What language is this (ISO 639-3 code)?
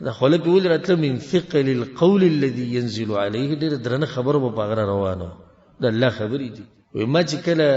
pus